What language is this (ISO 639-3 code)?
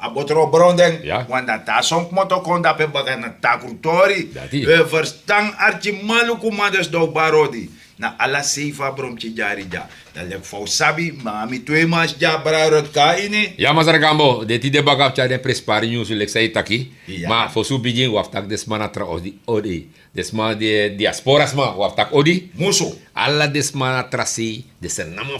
srn